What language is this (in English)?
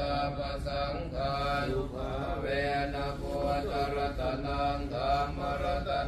Pali